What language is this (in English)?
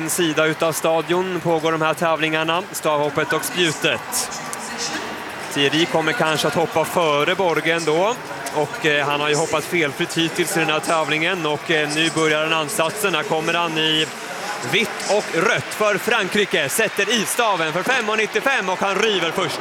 Swedish